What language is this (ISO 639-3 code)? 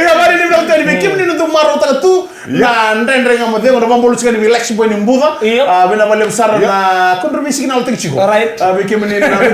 fij